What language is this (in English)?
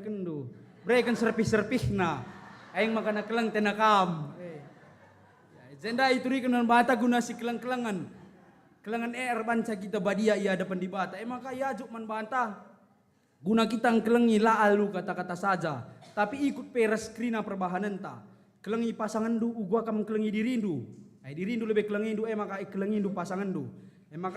Batak Karo